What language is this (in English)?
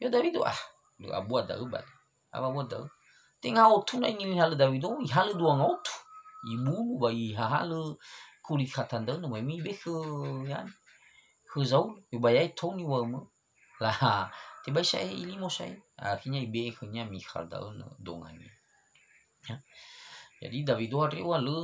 Nias